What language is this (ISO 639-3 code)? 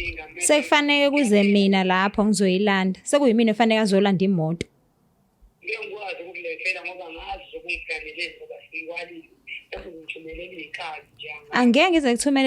zul